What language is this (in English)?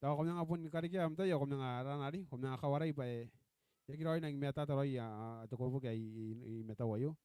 Gilbertese